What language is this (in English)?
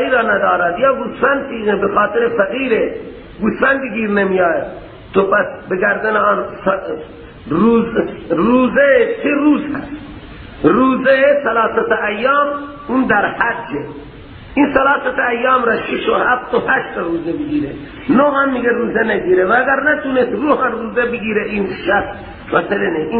Persian